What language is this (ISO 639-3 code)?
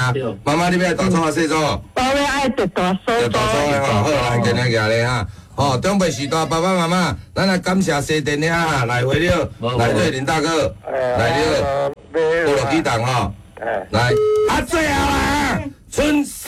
nan